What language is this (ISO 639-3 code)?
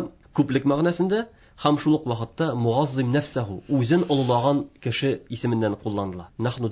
tat